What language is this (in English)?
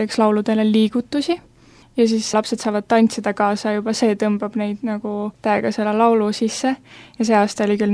Estonian